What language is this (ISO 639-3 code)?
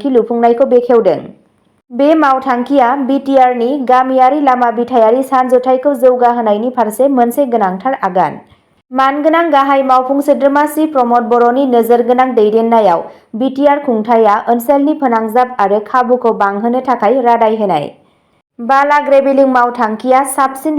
brx